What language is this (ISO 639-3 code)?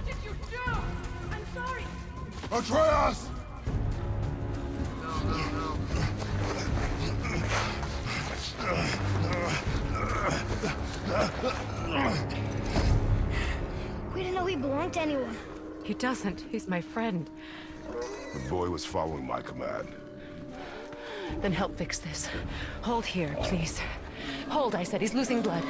eng